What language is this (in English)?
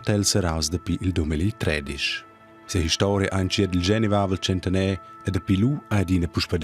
Romansh